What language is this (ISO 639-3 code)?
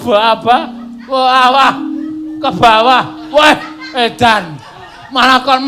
jav